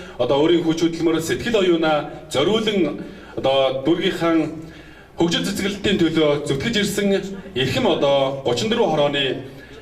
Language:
Mongolian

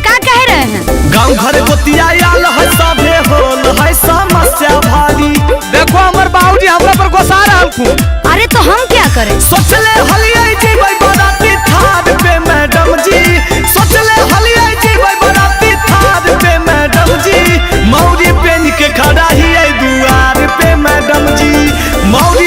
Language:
Magahi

